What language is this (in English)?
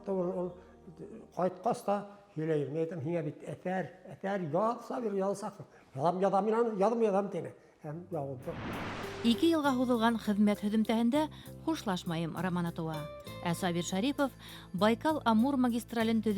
Bashkir